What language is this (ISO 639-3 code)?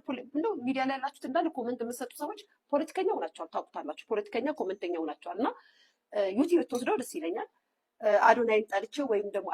amh